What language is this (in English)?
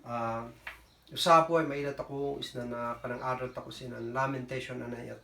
Kankanaey